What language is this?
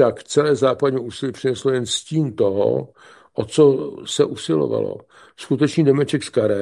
Czech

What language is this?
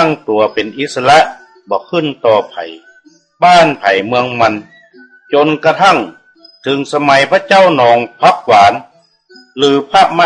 Northern Thai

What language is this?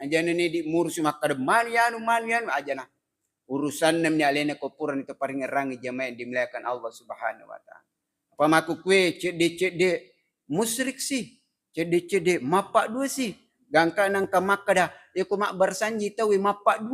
Buginese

